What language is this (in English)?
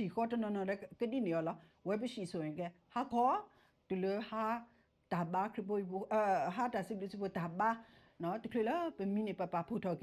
S'gaw Karen